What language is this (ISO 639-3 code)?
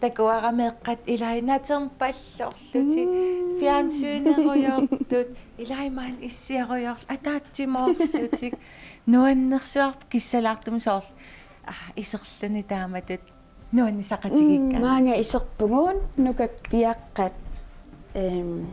kal